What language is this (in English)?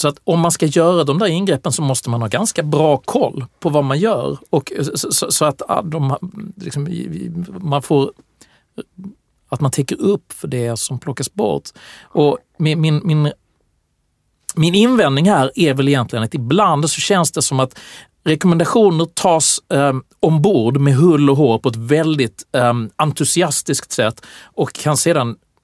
Swedish